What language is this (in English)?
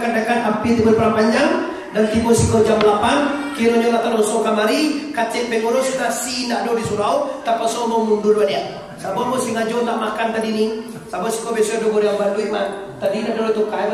Minangkabau